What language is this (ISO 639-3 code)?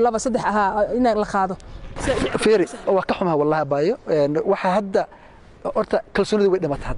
som